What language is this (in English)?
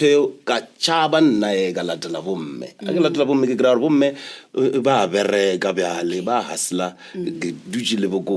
Northern Sotho